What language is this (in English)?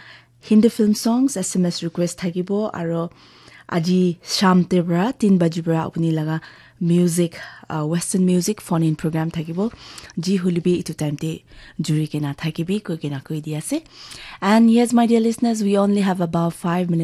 Naga Pidgin